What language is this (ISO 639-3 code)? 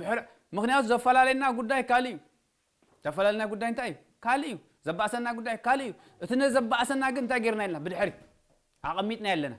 tir